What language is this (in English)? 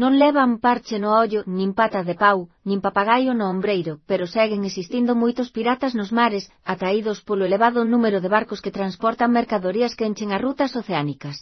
Galician